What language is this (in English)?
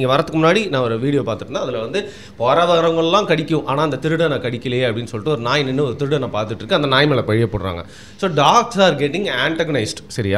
Tamil